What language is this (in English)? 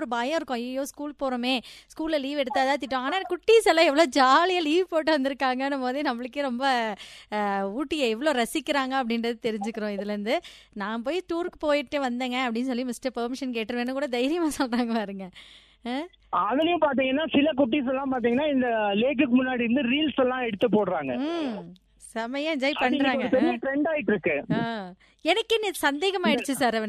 Tamil